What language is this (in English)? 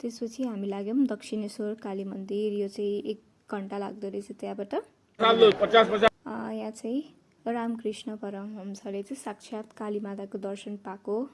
Nepali